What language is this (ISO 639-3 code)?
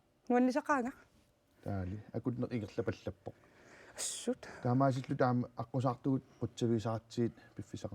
kal